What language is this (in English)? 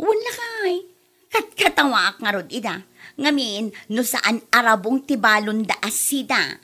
Iloko